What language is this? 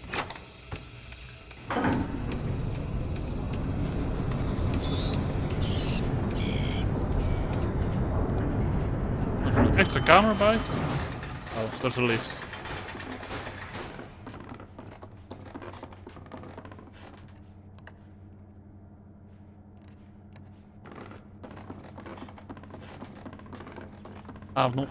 Dutch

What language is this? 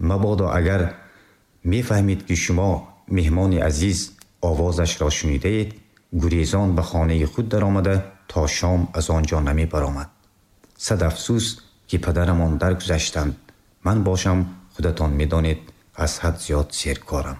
Tajik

